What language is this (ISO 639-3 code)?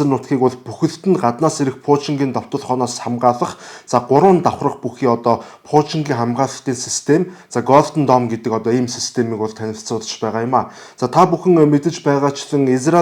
mon